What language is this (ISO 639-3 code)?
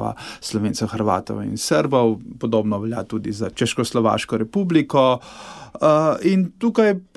slv